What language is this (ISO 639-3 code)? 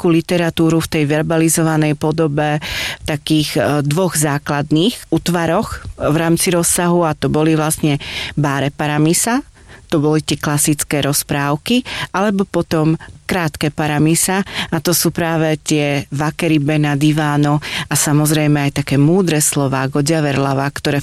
slk